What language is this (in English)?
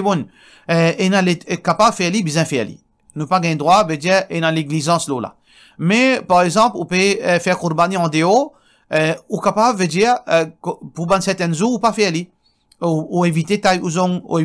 Morisyen